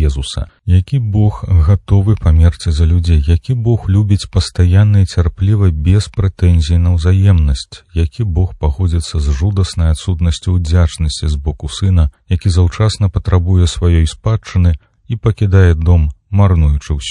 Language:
Belarusian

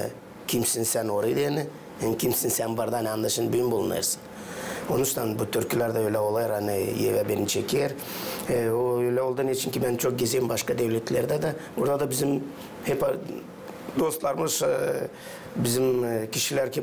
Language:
Gagauz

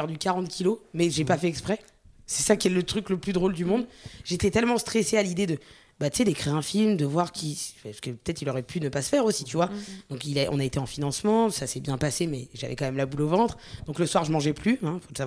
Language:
French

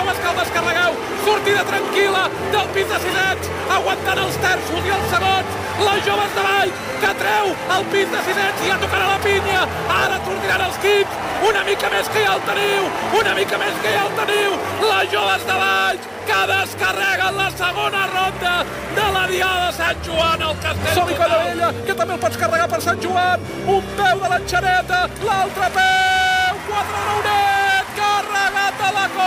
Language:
Catalan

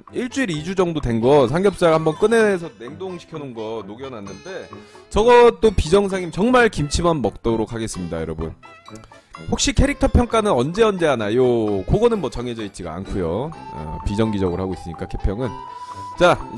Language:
Korean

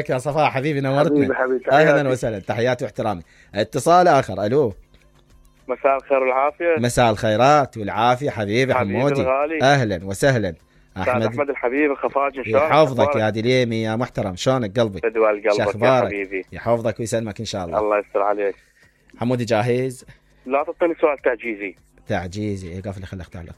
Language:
Mesopotamian Arabic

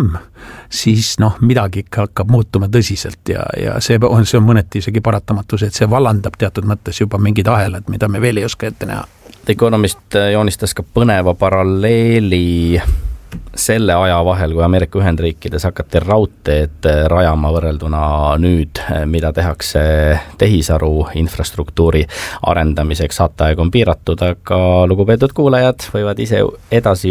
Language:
Estonian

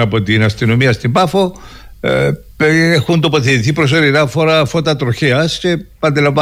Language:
Greek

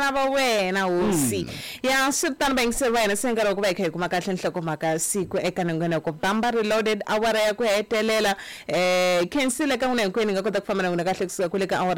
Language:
Tsonga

